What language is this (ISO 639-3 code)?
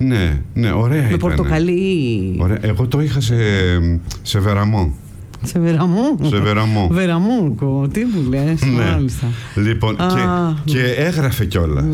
ell